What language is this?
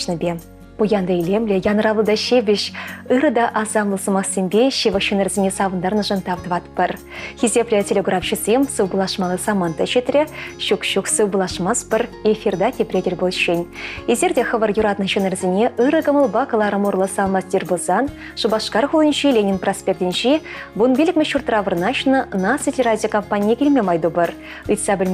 Chuvash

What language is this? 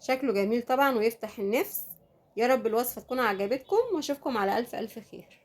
Egyptian Arabic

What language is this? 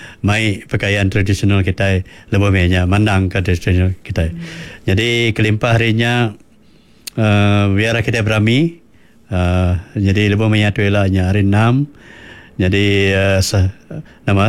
Iban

